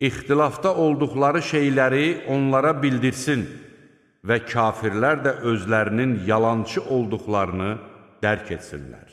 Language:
Azerbaijani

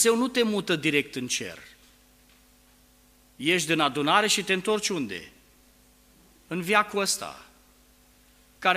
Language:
Romanian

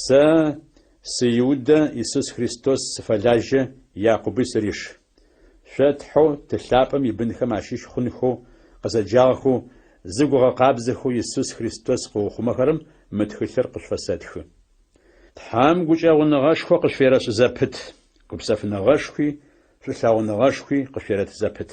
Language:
Adyghe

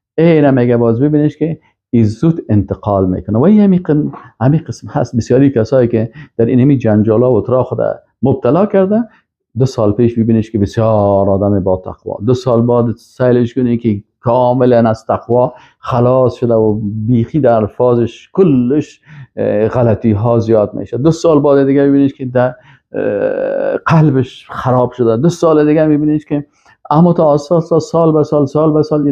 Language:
Persian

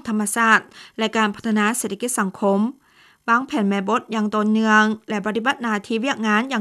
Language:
Lao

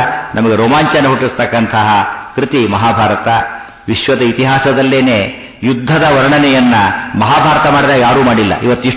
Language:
Kannada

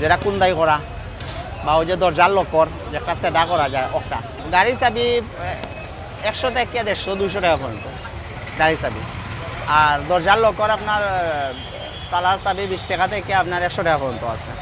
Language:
Sylheti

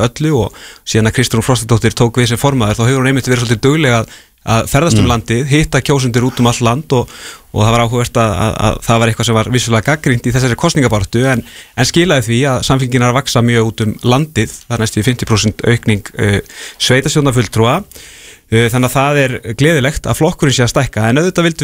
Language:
Icelandic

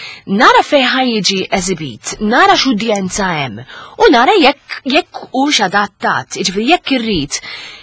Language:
Maltese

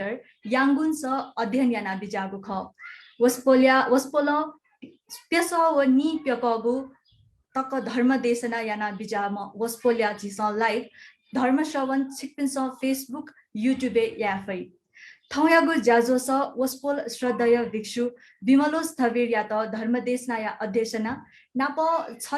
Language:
Newari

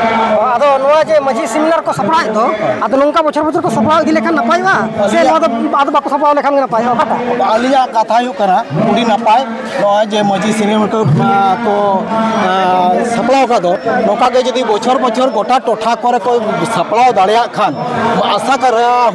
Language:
Santali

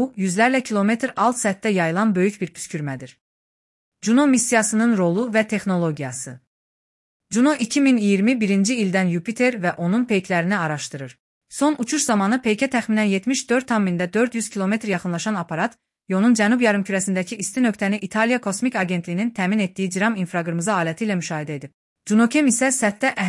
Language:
Azerbaijani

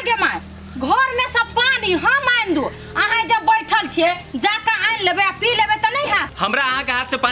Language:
Maithili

